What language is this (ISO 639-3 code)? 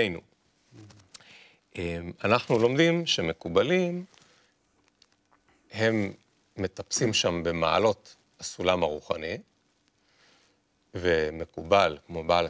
heb